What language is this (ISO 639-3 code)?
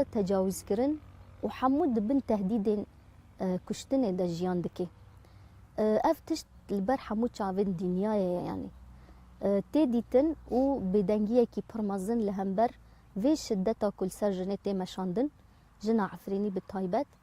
kur